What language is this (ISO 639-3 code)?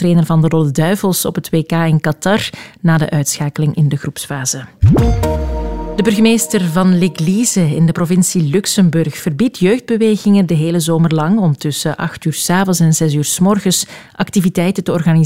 nld